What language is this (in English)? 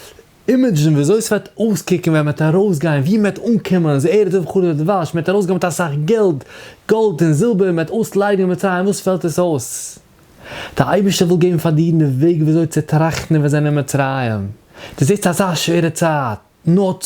Yiddish